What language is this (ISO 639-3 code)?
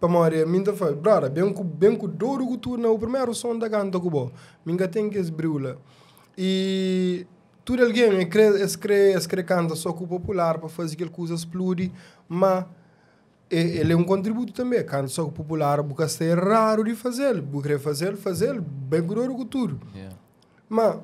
kea